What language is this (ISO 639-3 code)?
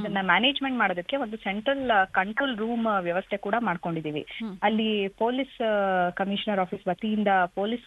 kan